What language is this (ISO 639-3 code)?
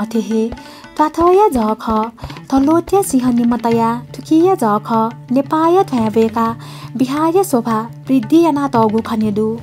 new